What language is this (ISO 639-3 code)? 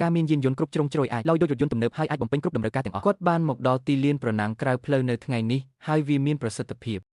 khm